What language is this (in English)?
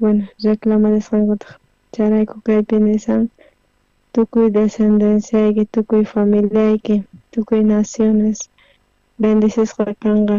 South Bolivian Quechua